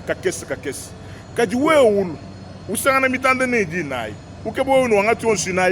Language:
Luba-Lulua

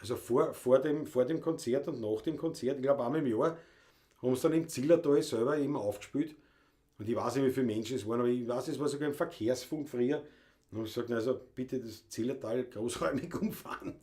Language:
Bavarian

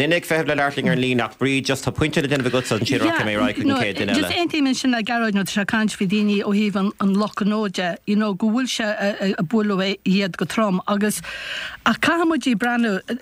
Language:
Irish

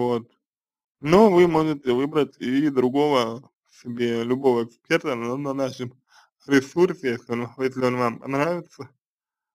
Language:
Russian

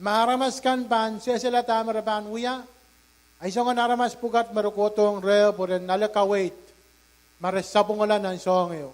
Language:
Pohnpeian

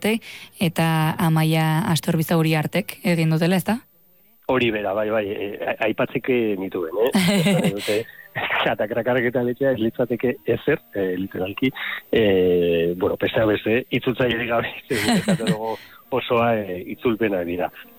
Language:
Basque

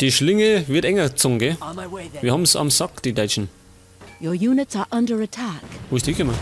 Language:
Bavarian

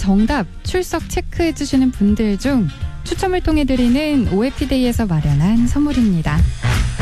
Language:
Korean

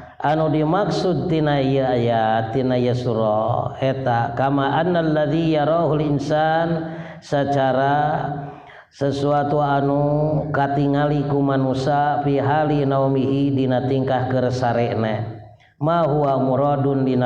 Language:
Sundanese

